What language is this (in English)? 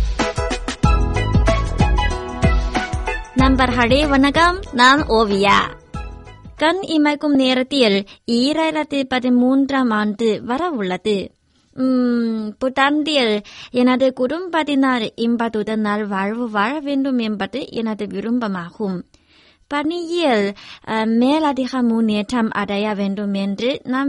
Tamil